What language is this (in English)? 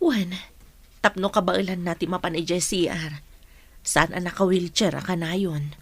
Iloko